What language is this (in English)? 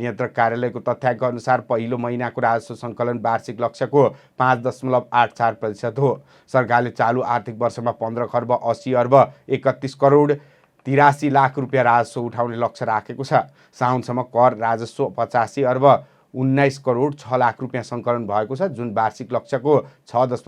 Nepali